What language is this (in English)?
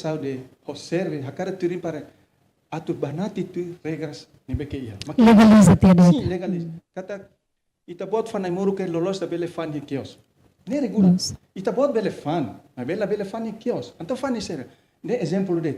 Tetum